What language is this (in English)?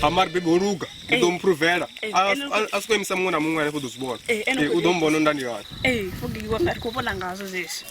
Venda